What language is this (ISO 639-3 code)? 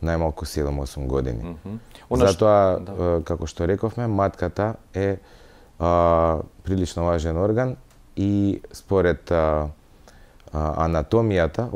mkd